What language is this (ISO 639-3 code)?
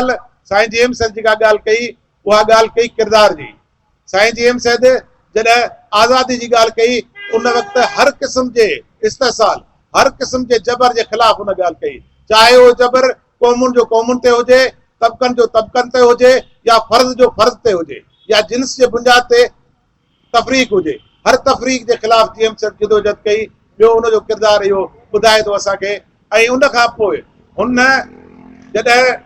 snd